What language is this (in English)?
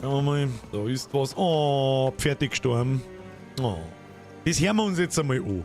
Bavarian